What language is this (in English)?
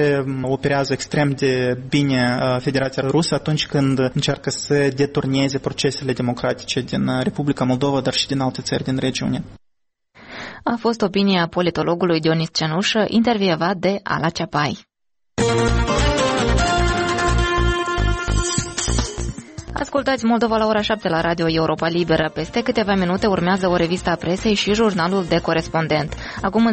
Romanian